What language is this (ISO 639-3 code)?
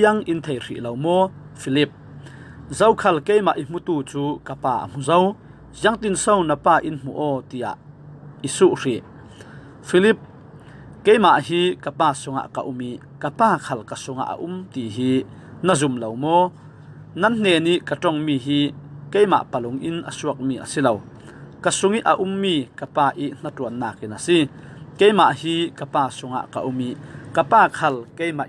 cfm